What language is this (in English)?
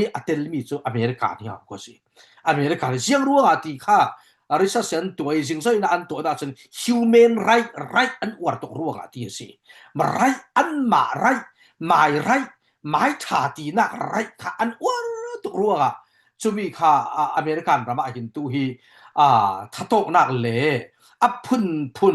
Falam Chin